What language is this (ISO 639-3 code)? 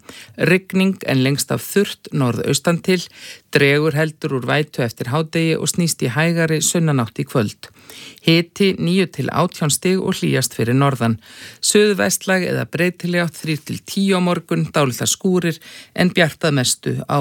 isl